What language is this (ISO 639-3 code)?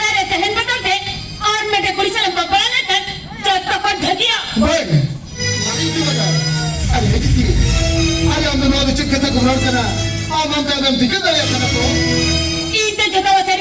sat